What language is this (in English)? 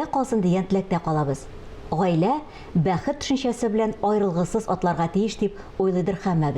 Tatar